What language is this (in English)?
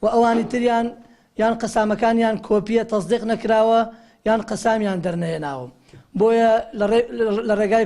Central Kurdish